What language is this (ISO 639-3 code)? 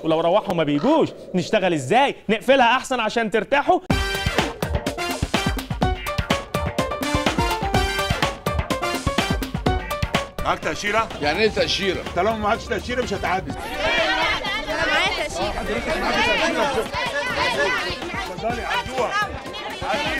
arz